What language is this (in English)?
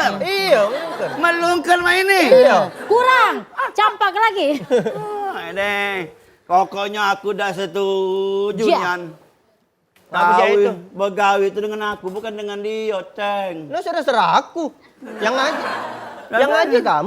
Musi